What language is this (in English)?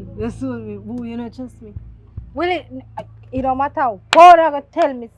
Jamaican Creole English